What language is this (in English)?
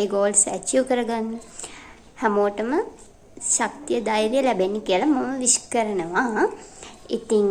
Sinhala